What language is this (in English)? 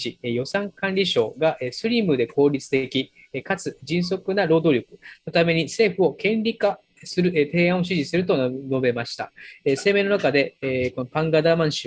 Japanese